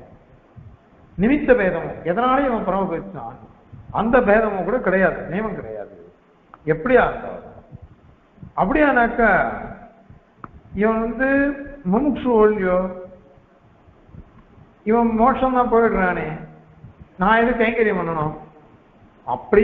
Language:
Tamil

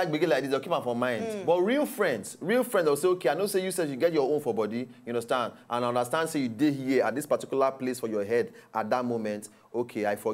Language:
Nigerian Pidgin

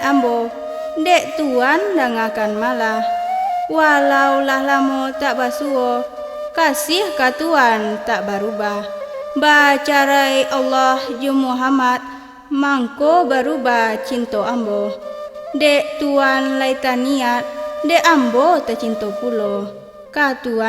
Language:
Minangkabau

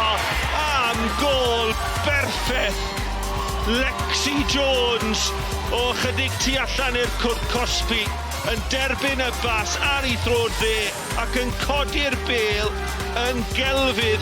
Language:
Welsh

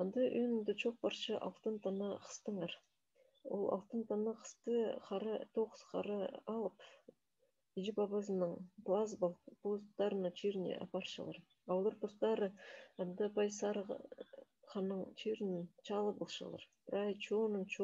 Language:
Khakas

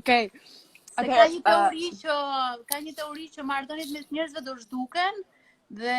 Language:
Albanian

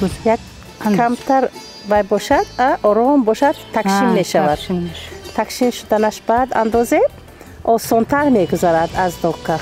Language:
Tajik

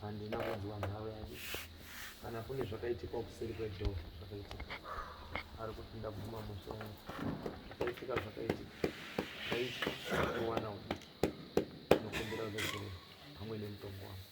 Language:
Shona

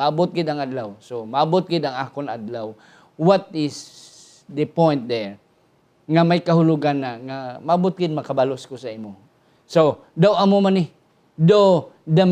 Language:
Hiligaynon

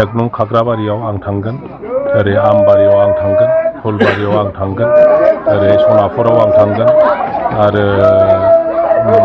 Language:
Bodo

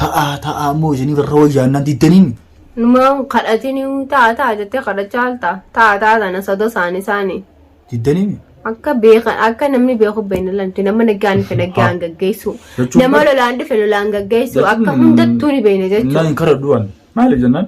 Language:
Oromo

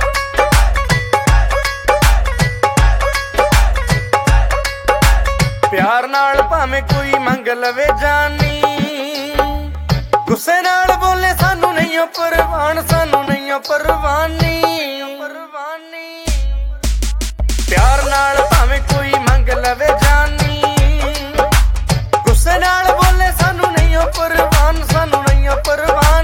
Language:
Punjabi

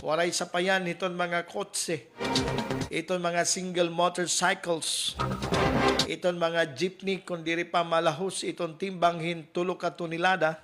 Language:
Waray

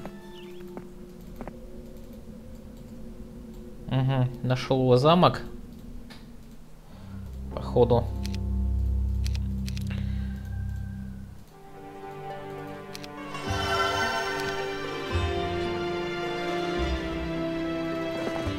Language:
Russian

